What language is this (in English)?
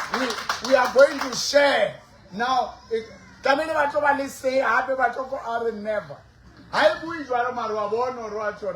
Southern Sotho